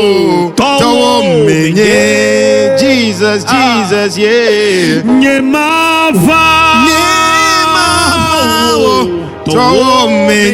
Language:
Ewe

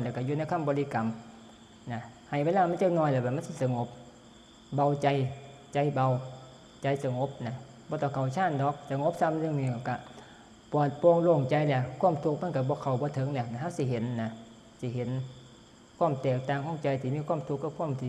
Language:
Northeastern Thai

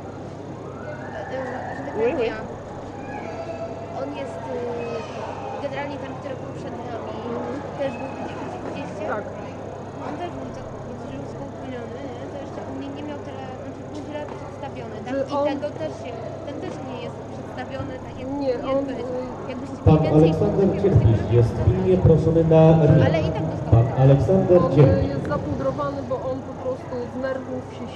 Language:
Polish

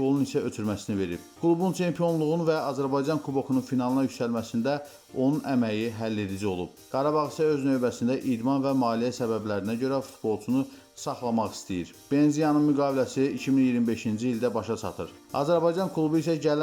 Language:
Azerbaijani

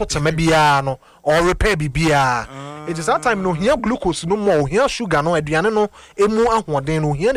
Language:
Akan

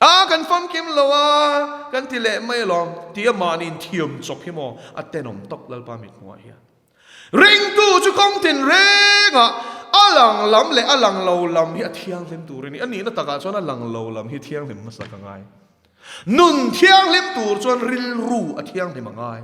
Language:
Mizo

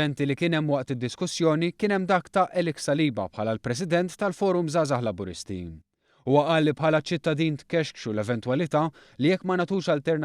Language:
Maltese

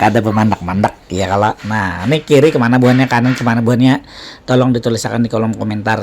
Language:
Banjar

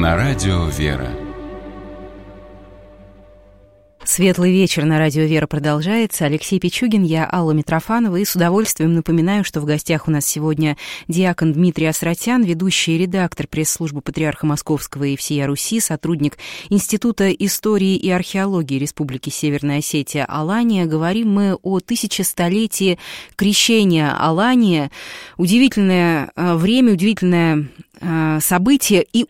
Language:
Russian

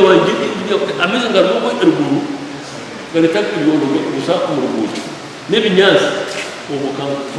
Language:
Nyankole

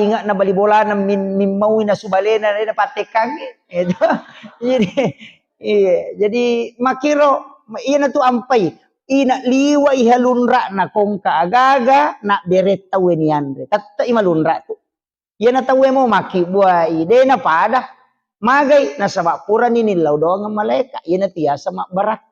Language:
Buginese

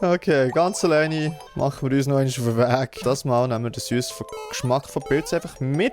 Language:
Swiss German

